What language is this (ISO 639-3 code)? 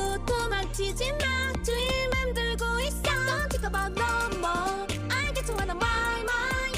kor